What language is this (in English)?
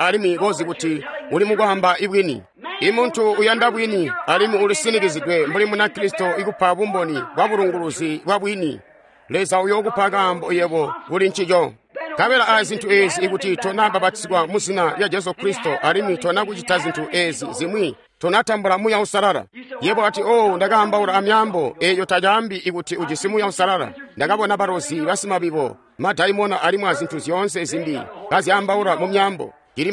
Tonga (Zambia)